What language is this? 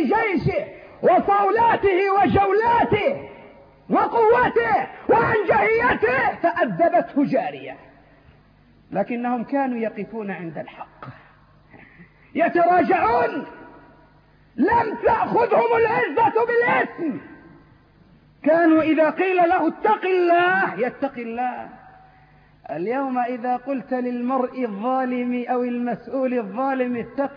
Arabic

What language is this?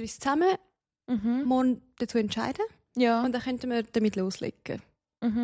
Swiss German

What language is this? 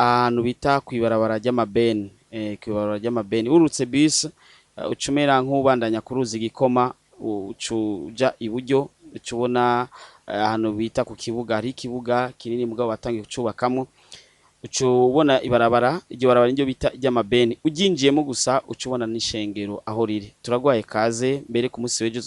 Rundi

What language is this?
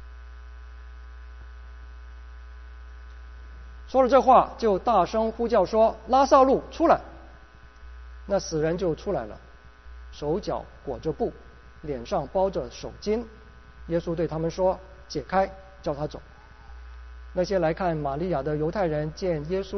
Chinese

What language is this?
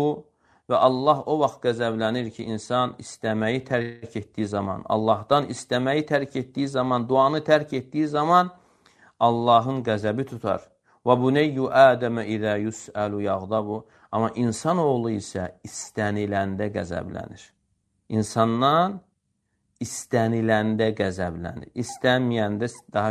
Azerbaijani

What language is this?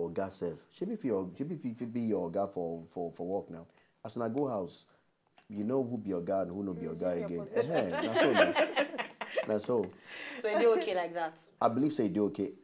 Nigerian Pidgin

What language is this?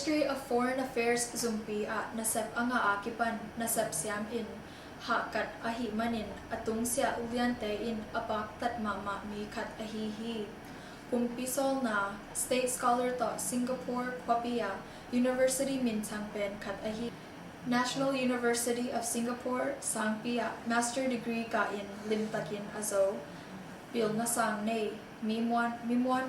Tedim Chin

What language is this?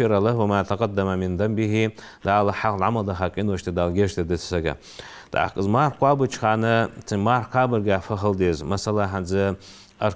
Ingush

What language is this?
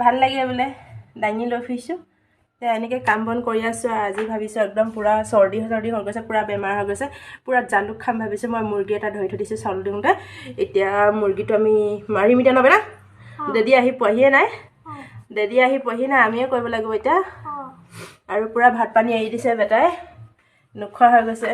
Assamese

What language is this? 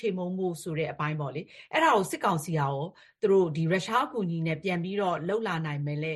Burmese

